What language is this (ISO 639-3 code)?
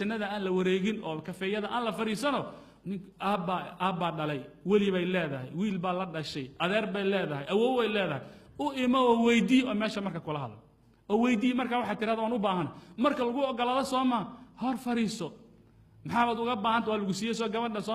som